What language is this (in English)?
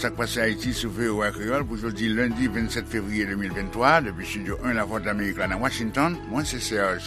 Haitian Creole